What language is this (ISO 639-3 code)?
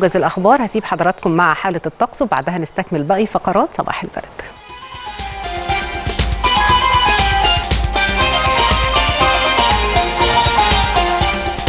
arz